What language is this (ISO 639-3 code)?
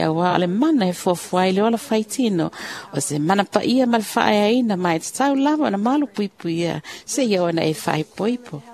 smo